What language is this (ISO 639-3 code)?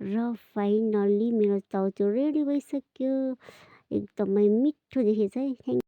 nep